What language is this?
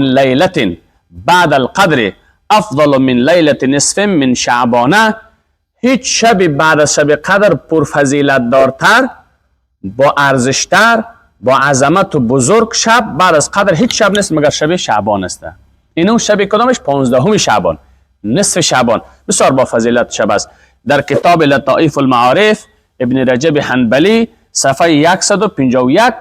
Persian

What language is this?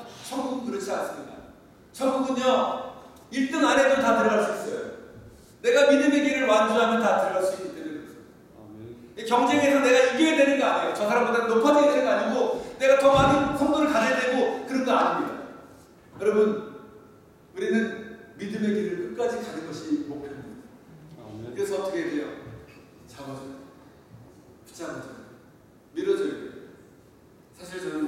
Korean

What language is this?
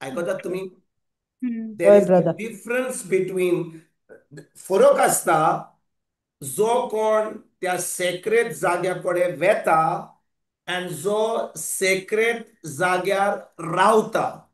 Konkani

